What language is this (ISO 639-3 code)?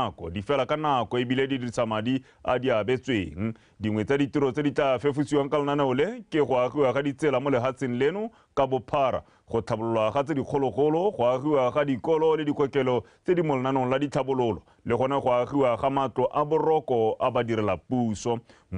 tsn